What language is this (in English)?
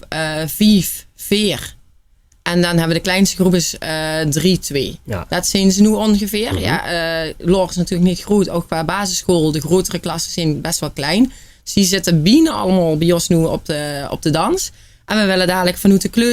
Limburgish